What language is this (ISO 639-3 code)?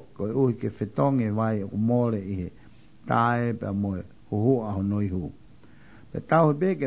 ton